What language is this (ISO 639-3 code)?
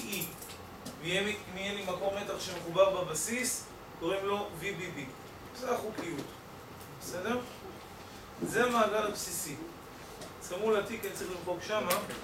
heb